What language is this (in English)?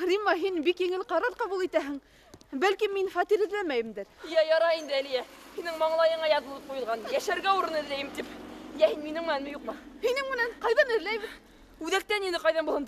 Bashkir